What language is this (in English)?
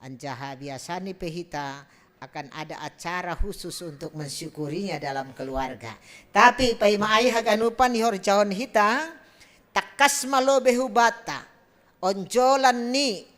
Batak Simalungun